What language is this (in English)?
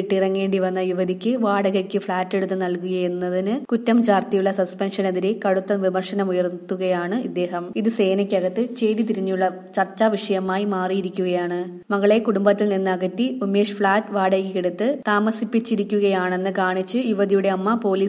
Malayalam